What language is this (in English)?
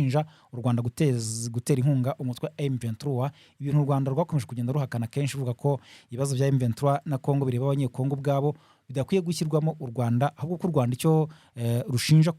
Kinyarwanda